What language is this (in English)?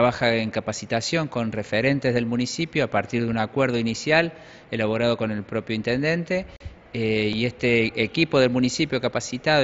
Spanish